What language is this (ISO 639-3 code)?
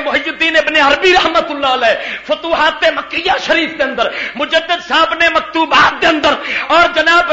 lah